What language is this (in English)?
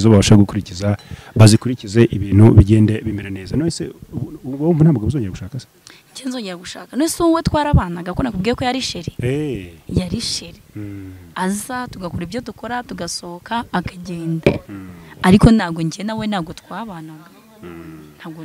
Kinyarwanda